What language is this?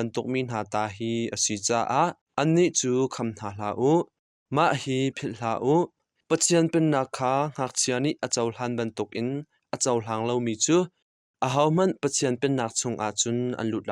Hakha Chin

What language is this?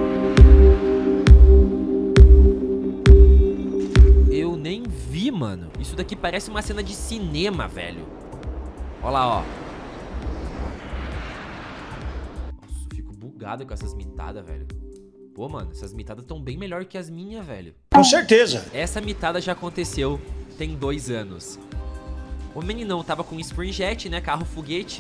Portuguese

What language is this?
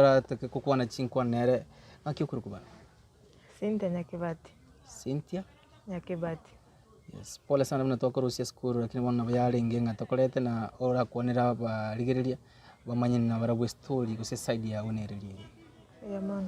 Gusii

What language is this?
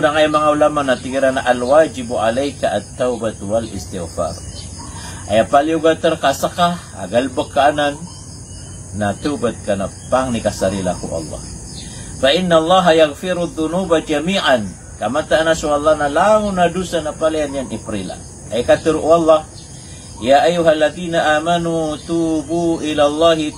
Maranao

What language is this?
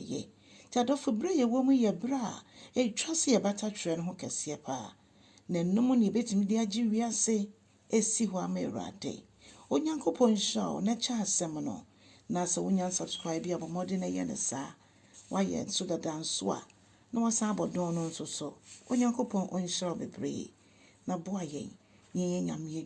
Akan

